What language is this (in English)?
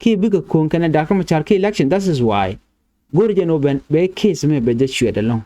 Nuer